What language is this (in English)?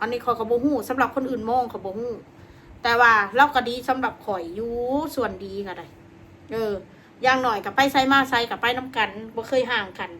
Northeastern Thai